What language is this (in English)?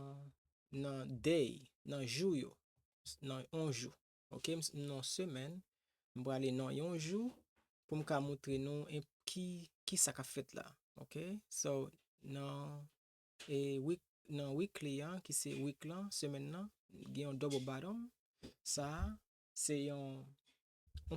Haitian Creole